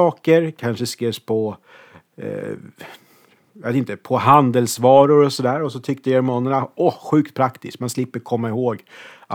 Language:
Swedish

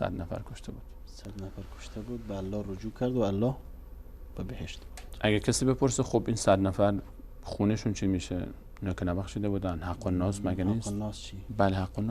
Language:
Persian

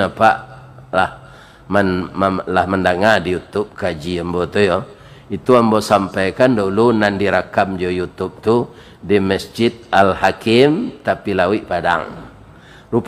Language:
Minangkabau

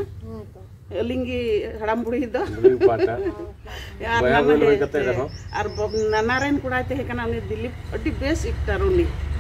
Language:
Santali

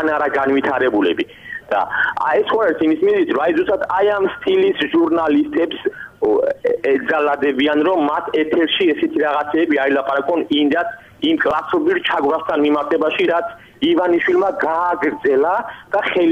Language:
Georgian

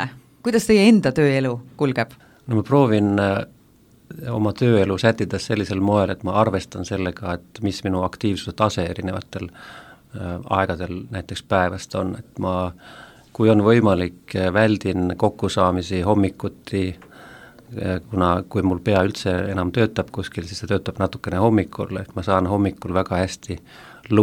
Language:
Estonian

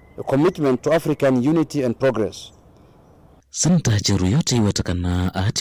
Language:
Kamba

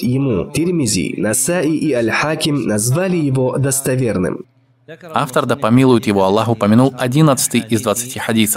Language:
Russian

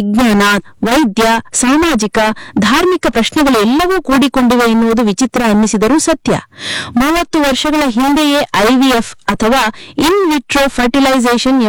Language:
Kannada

